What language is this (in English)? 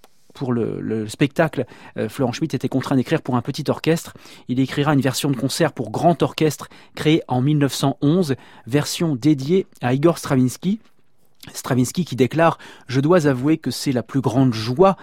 French